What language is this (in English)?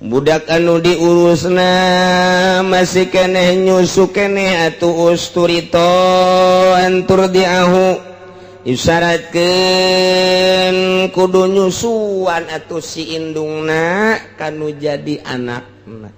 Sundanese